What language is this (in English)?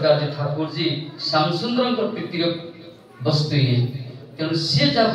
Odia